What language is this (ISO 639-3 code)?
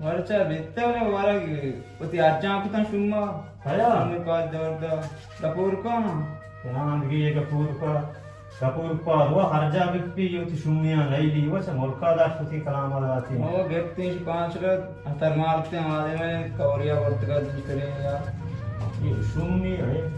bal